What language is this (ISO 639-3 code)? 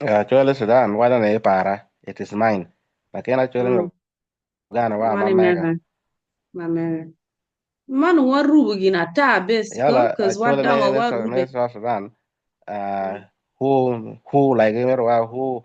ach